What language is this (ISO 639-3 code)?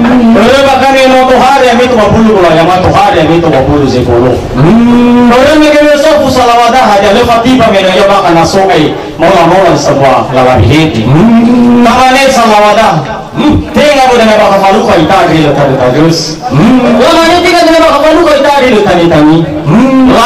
nia